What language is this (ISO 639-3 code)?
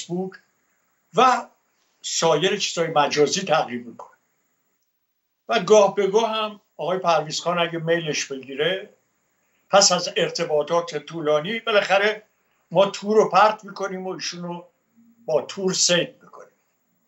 fas